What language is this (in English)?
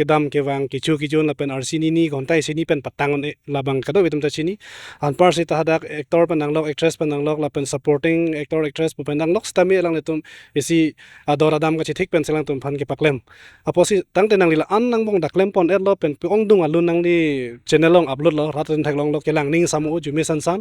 Karbi